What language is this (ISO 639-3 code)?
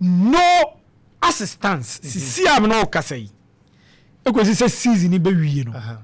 aka